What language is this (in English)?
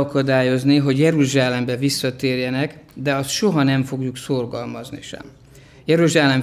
Hungarian